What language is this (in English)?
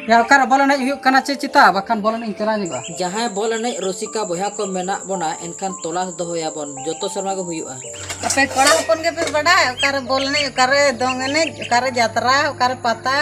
Santali